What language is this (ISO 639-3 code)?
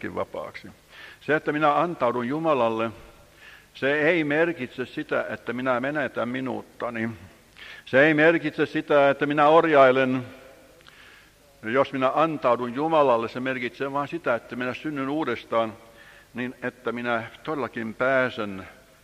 fin